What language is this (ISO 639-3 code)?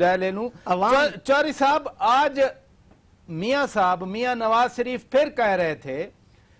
urd